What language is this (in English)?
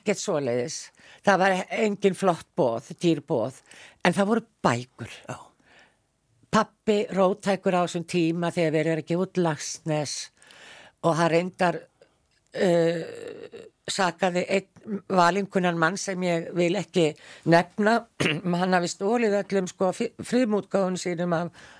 Icelandic